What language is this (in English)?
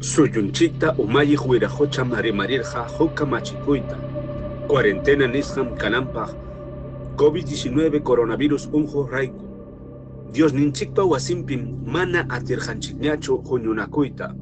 Ayacucho Quechua